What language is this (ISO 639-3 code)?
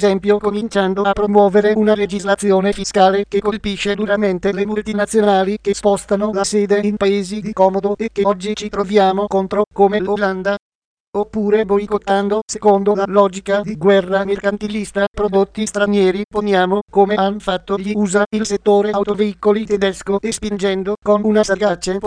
ita